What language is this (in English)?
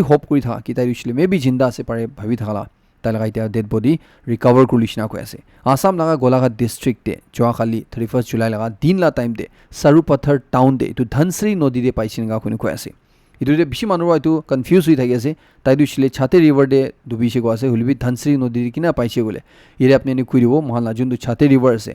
Naga Pidgin